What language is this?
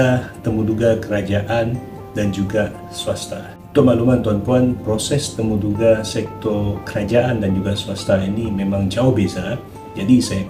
Malay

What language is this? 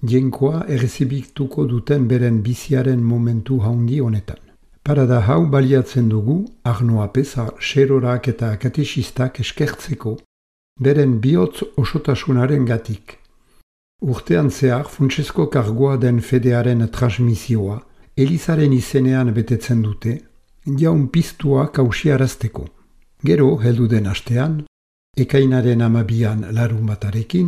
Basque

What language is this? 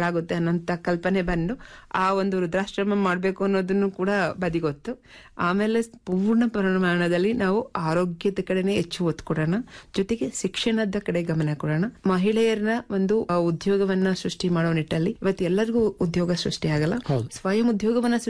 Kannada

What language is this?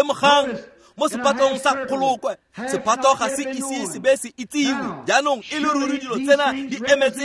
Tswana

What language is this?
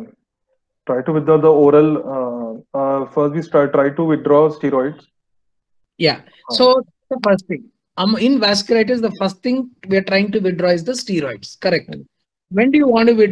English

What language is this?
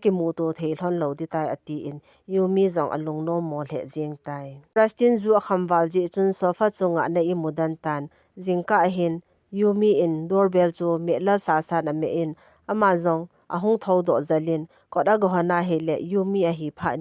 Thado Chin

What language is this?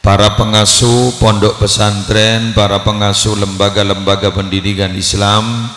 Madurese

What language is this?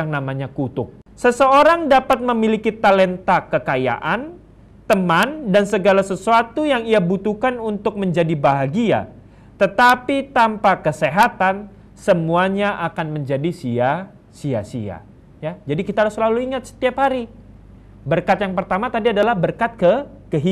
Indonesian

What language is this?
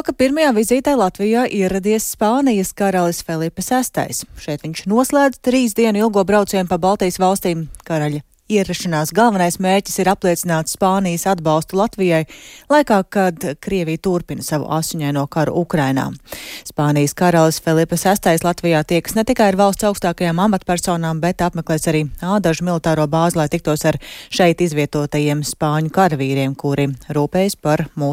Latvian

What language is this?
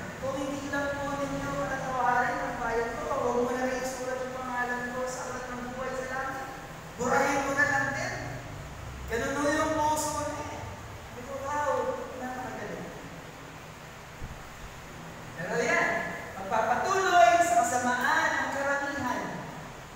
Filipino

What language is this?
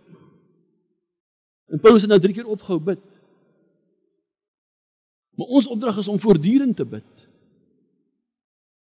Afrikaans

